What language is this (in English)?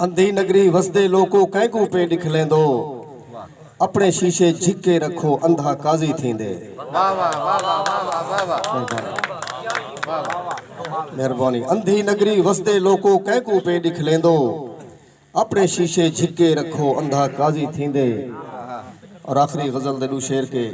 Saraiki